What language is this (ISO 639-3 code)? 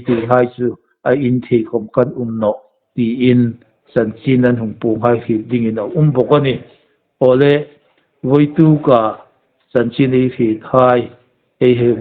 hmr